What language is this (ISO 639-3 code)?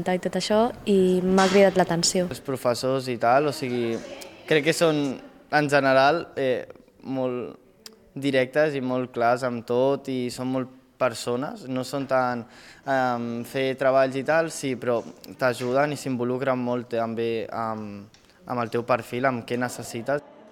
cat